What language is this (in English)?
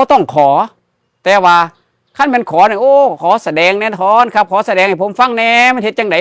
Northeastern Thai